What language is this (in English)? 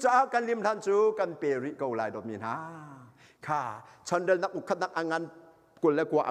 Hakha Chin